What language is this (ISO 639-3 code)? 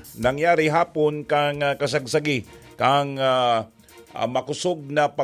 bik